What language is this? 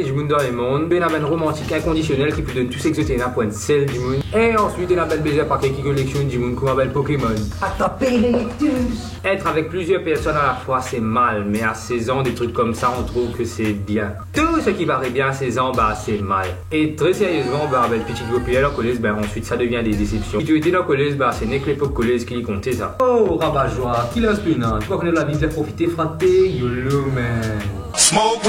Morisyen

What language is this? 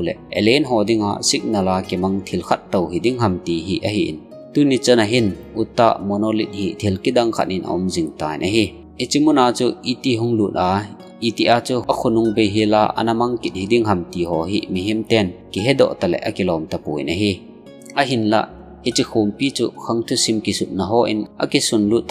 Thado Chin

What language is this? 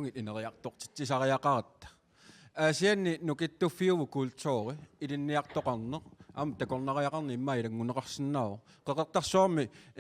Kalaallisut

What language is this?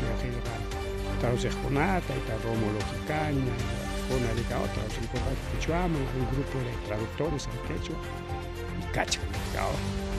Ayacucho Quechua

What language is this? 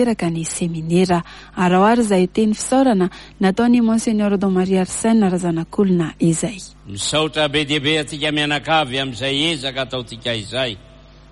Malagasy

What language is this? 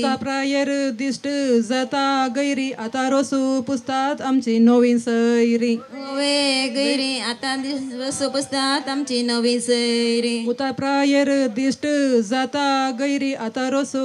Konkani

